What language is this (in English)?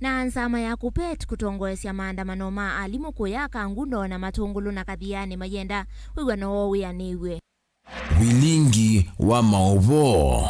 Kamba